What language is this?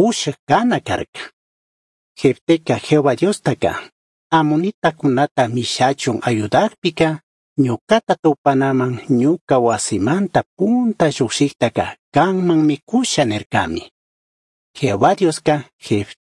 Chimborazo Highland Quichua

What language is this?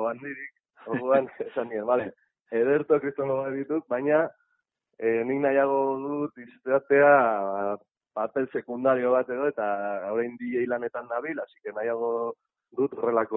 Basque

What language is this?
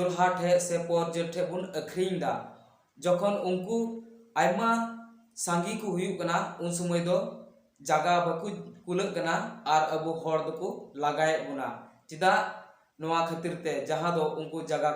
Santali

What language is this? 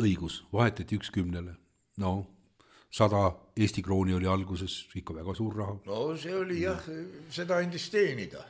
Estonian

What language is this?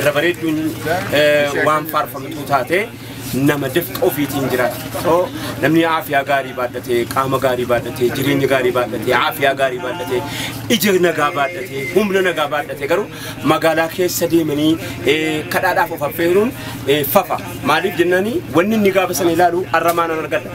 Oromo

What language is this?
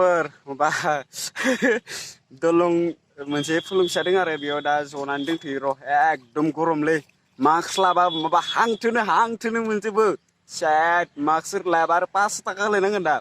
Bodo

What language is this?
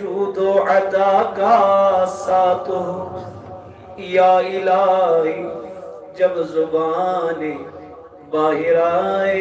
Kashmiri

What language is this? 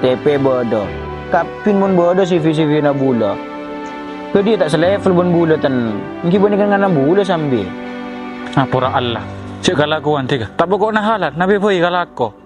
Madurese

